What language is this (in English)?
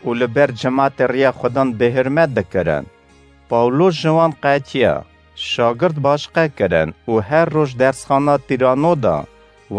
Kurdish